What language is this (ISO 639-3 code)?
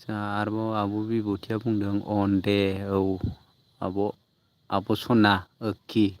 brx